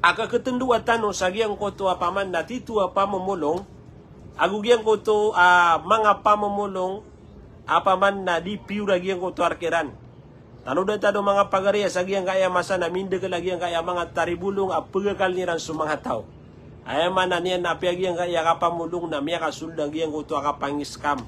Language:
Maranao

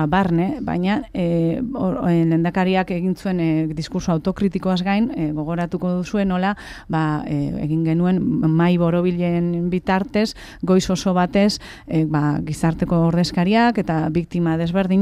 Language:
Basque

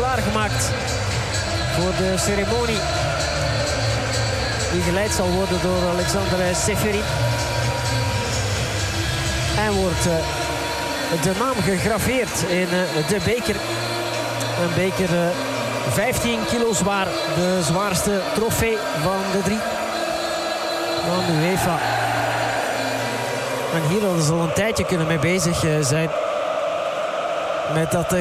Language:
Dutch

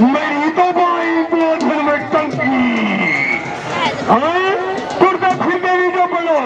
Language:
Saraiki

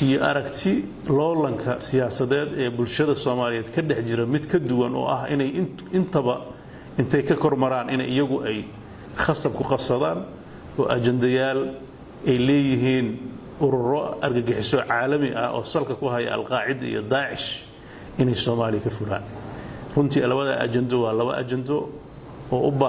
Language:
Somali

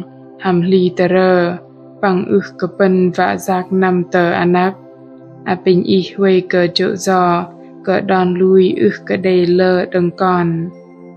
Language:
Bahnar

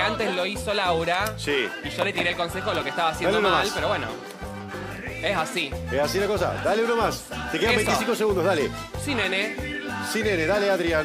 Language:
Spanish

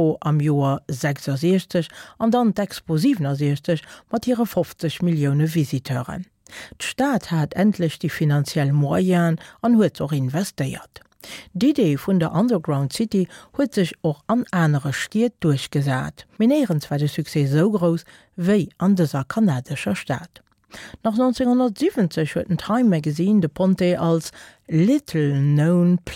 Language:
Luxembourgish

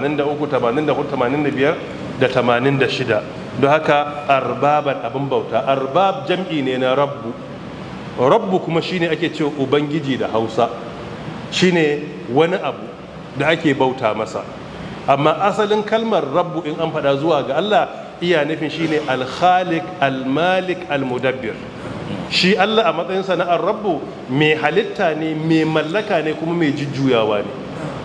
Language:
Hausa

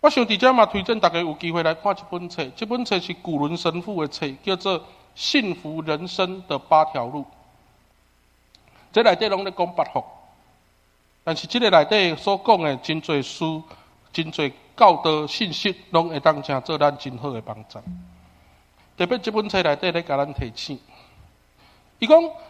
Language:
Min Nan Chinese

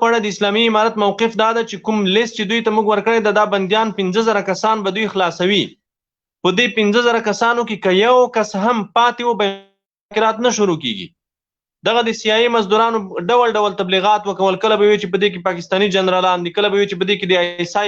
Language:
Pashto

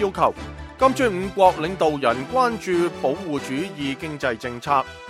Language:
Cantonese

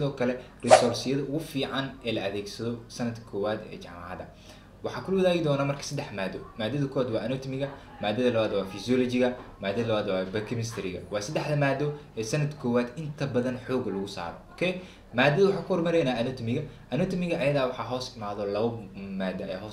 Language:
Somali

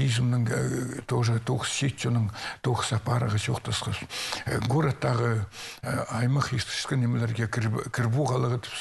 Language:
Khakas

